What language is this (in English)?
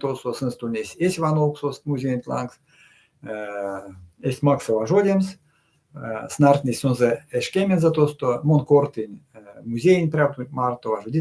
Erzya